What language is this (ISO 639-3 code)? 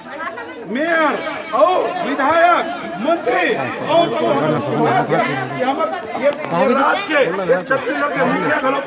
hne